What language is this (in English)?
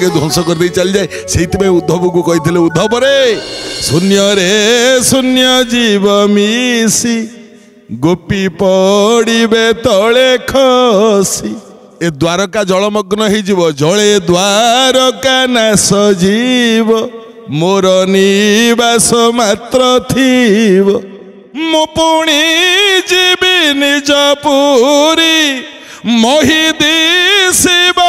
Odia